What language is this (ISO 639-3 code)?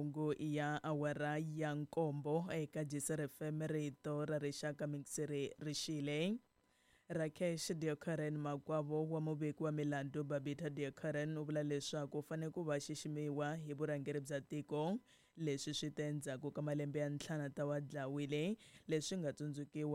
tso